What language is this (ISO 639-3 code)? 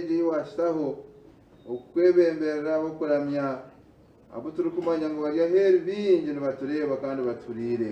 nyn